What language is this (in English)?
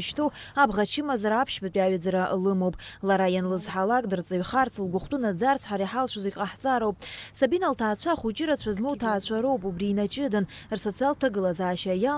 Abkhazian